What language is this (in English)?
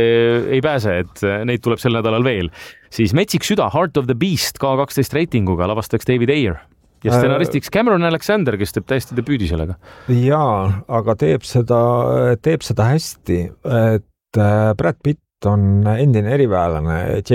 Estonian